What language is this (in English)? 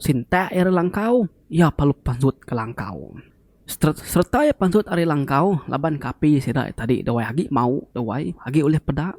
Iban